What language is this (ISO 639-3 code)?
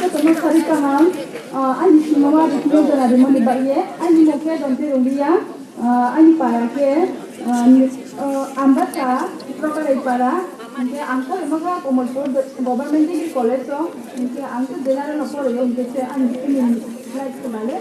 ria